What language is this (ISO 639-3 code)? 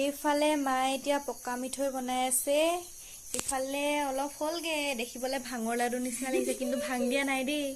asm